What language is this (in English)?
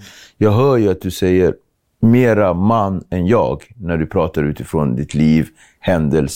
Swedish